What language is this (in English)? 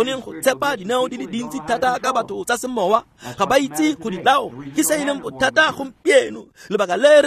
Tswana